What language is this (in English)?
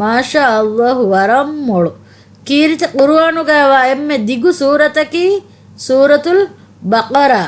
Divehi